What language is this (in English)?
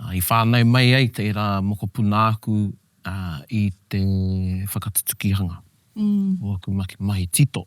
Māori